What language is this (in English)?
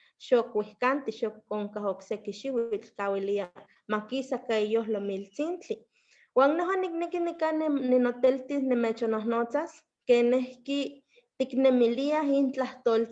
Eastern Huasteca Nahuatl